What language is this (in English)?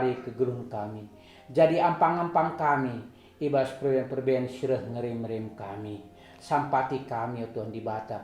Batak Karo